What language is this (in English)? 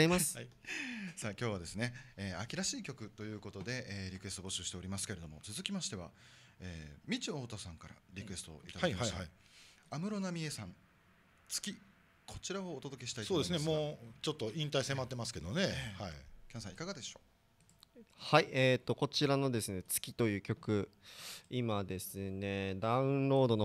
Japanese